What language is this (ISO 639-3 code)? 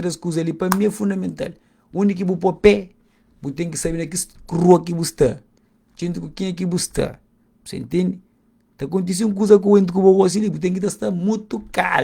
kea